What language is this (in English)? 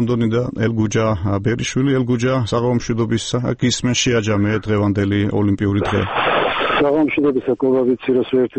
Georgian